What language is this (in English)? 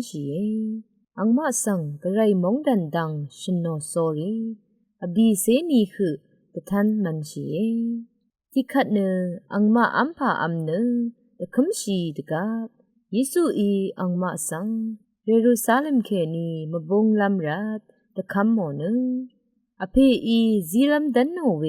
Rawang